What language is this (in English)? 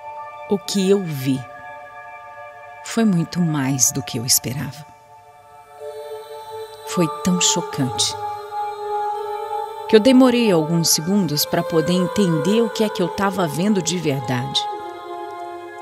Portuguese